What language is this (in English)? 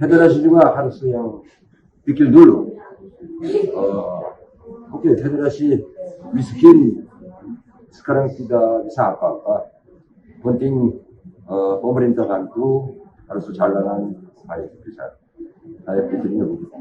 Tetum